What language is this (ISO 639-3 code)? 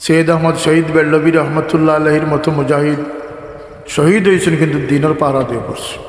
syl